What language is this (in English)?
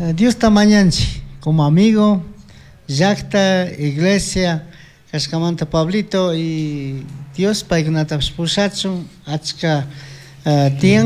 Chimborazo Highland Quichua